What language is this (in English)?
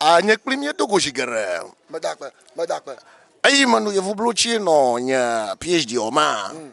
Ewe